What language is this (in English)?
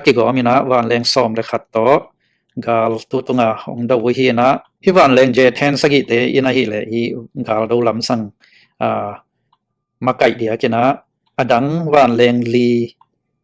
Tedim Chin